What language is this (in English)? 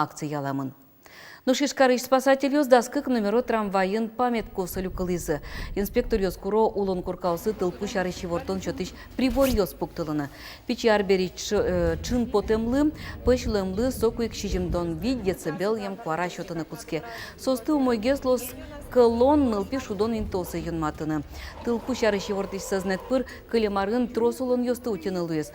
Udmurt